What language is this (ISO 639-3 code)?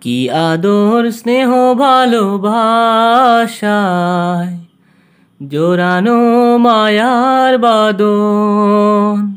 syl